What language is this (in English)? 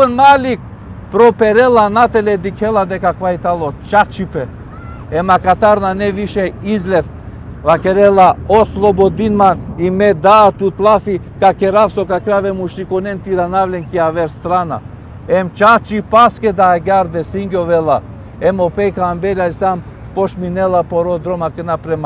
Balkan Romani